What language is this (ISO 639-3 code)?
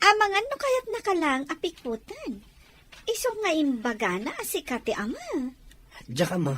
ilo